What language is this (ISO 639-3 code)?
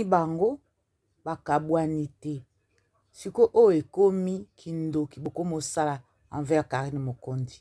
lin